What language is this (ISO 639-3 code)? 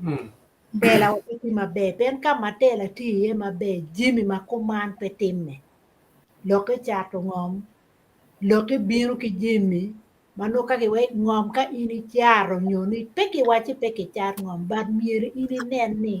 ach